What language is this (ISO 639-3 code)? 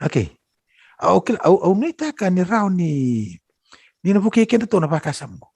fij